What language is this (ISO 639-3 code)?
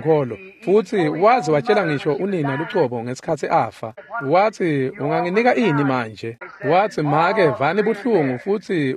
ssw